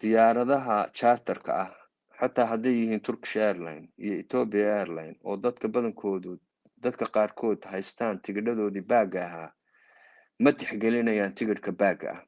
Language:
Somali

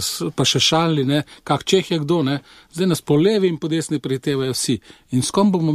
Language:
Slovenian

